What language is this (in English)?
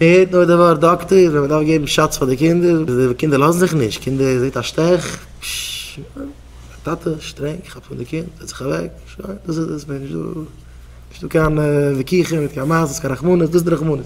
Yiddish